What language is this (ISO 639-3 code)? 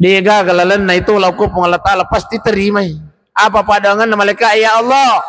bug